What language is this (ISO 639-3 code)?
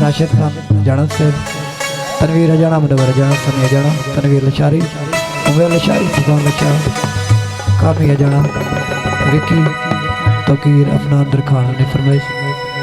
skr